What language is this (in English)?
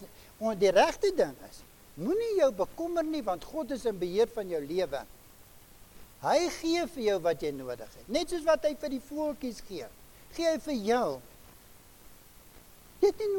Afrikaans